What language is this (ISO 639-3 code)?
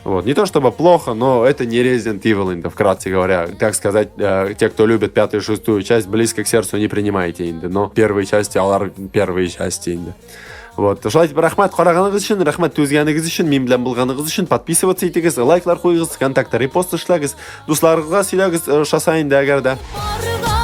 tat